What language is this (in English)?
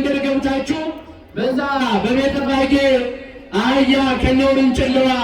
Amharic